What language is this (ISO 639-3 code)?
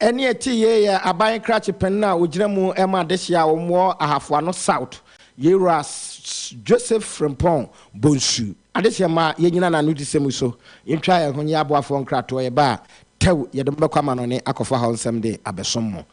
aka